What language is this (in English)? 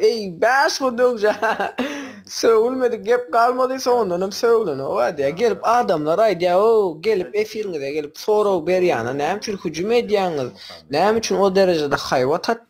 Turkmen